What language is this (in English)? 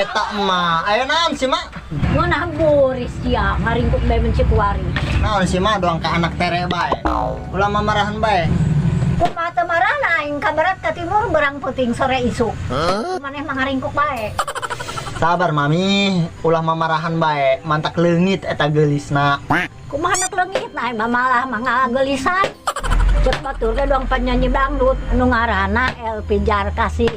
Sundanese